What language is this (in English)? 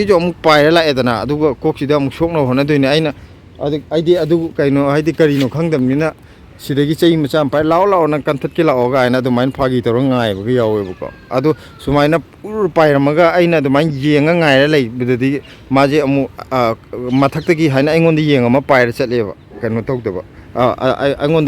Manipuri